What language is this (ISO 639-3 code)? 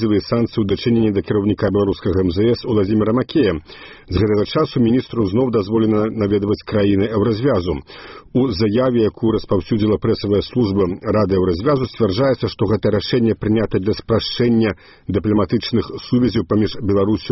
bel